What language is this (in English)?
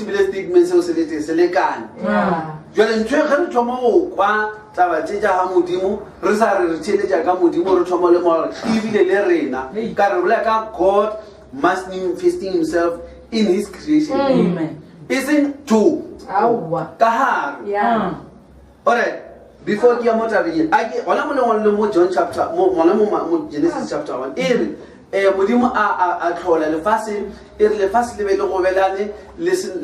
Northern Sotho